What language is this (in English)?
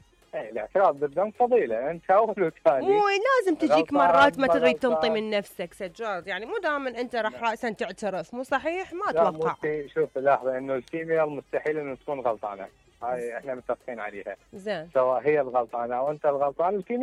Mesopotamian Arabic